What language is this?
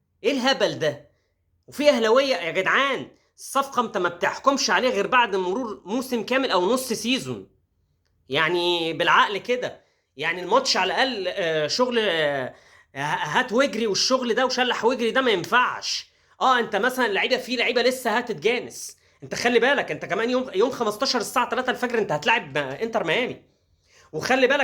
Egyptian Arabic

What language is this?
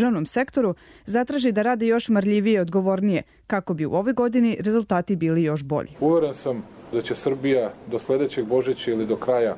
Serbian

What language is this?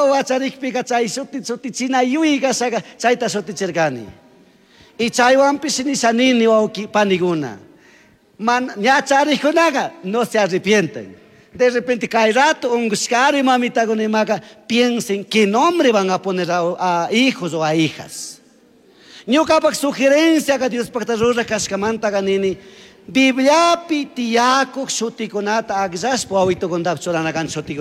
Chimborazo Highland Quichua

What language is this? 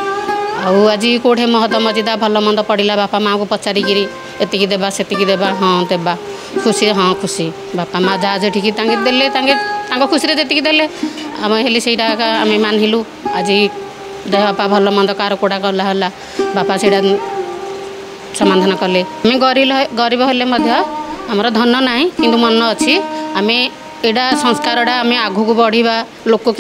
Odia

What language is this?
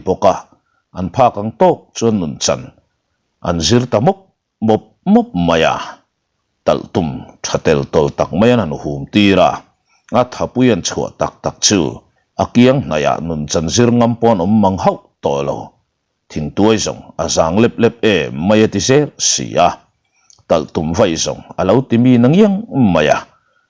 Mizo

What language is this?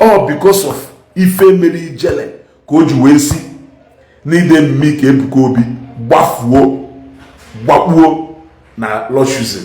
Igbo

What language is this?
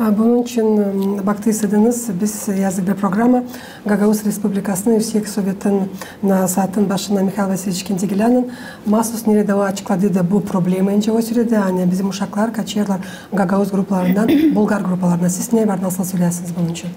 Gagauz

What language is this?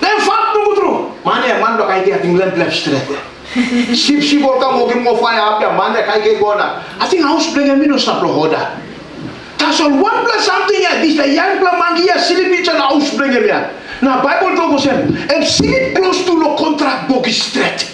Tok Pisin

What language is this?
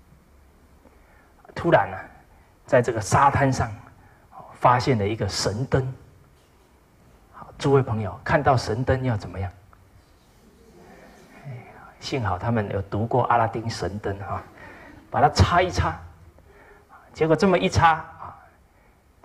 Chinese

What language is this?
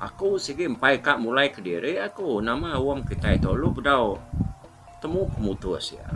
Iban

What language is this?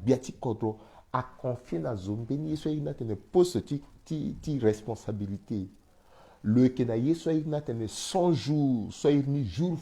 Sango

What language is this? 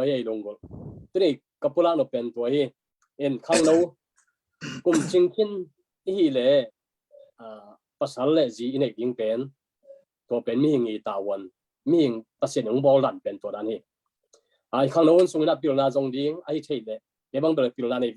Tedim Chin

